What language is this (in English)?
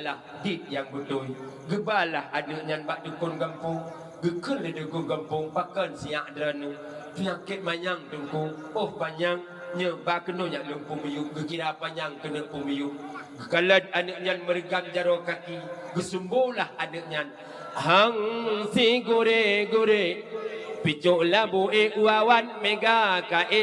Achinese